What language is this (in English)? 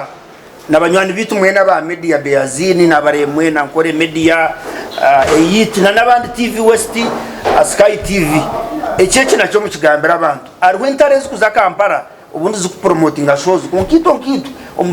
Nyankole